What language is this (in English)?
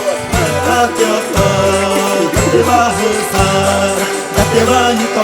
Xavánte